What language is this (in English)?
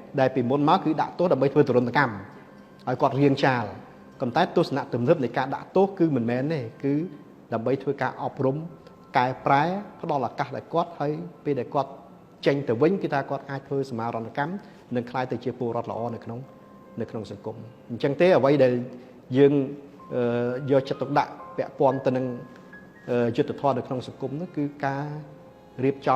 Khmer